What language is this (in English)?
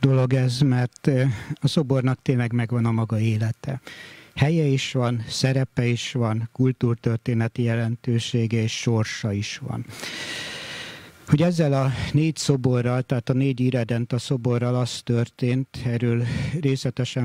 Hungarian